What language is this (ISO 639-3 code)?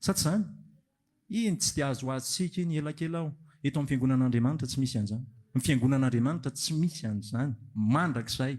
mlg